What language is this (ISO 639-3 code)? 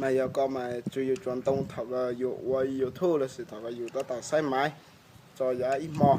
hmn